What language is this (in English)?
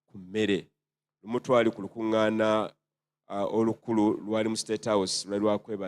Ganda